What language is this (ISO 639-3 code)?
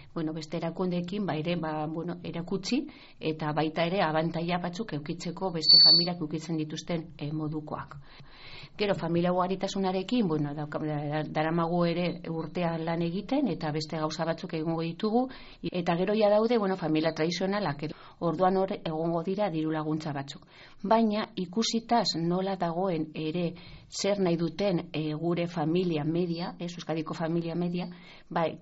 eus